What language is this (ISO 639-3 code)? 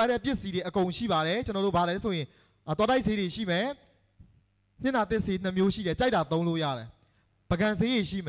mya